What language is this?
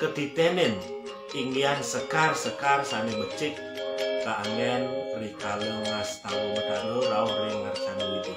Balinese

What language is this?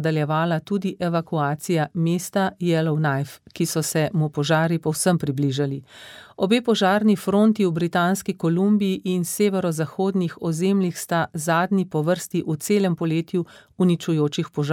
Slovenian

